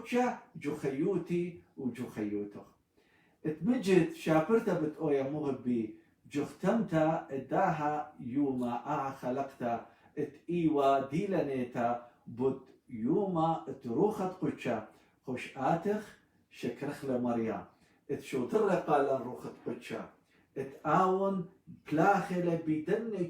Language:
Assyrian Neo-Aramaic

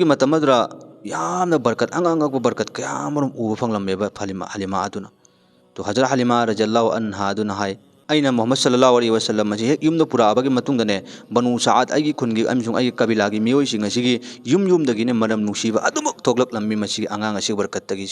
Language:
Manipuri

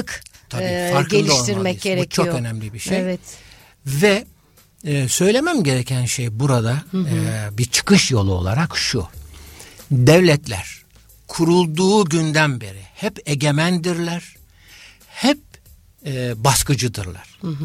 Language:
Turkish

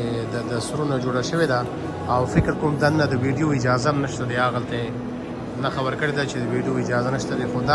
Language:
Pashto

